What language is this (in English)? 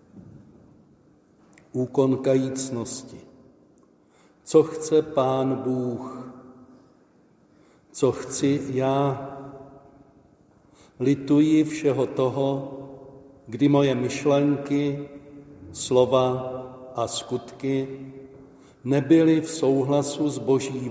Czech